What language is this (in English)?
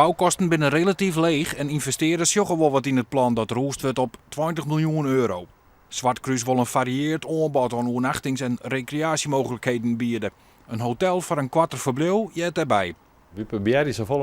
Western Frisian